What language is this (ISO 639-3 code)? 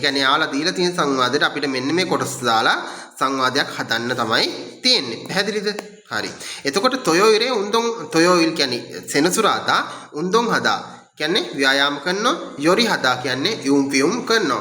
sin